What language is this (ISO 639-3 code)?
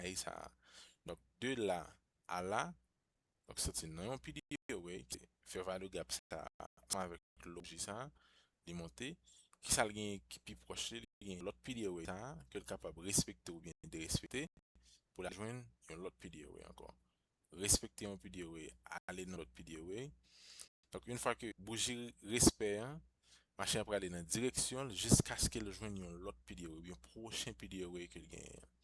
hat